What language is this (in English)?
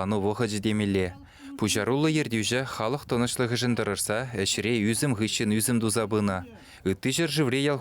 Chuvash